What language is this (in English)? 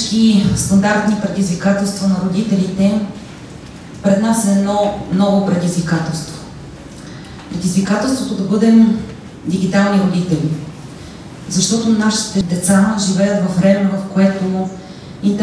Bulgarian